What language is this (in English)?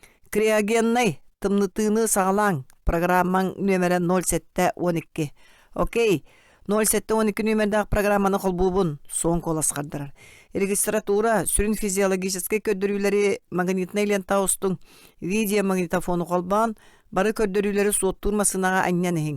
Yakut